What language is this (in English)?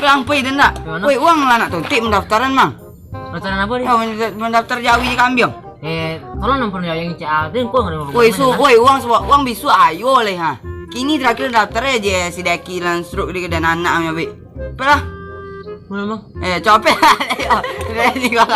Minangkabau